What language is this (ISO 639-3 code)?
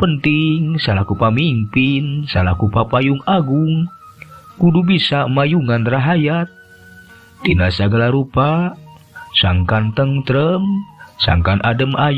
sun